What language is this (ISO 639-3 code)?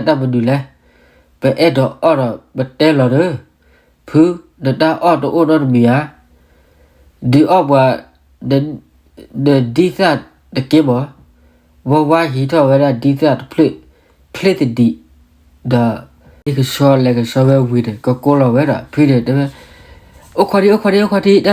ksw